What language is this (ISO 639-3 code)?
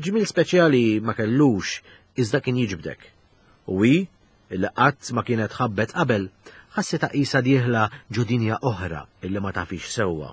mlt